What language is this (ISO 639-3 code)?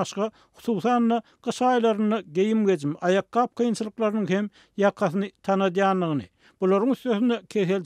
tuk